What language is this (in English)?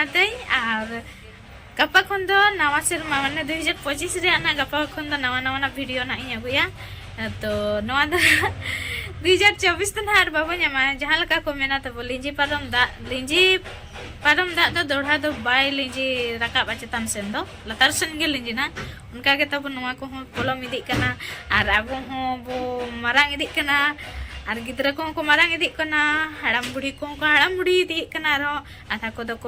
Santali